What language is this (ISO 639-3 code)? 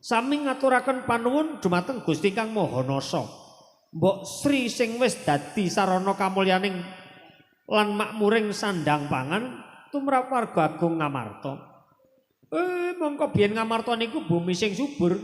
jav